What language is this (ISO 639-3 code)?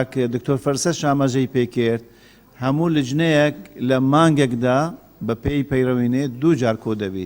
ckb